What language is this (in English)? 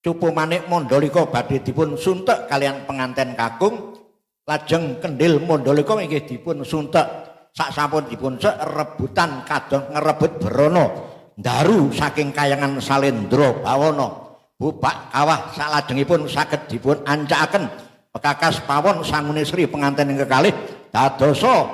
Javanese